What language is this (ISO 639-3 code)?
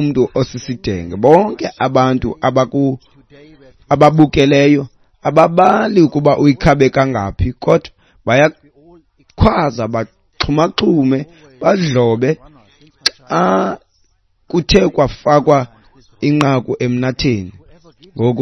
xho